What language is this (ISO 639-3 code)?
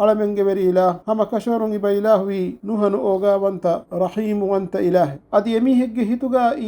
div